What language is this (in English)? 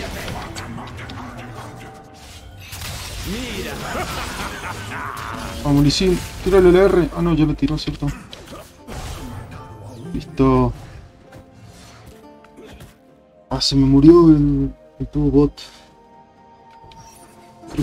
Spanish